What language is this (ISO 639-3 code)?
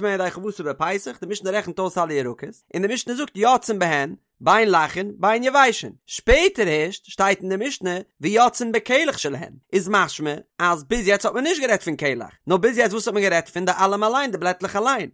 yid